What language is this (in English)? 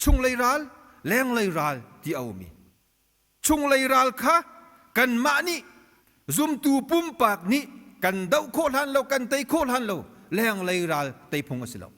Hakha Chin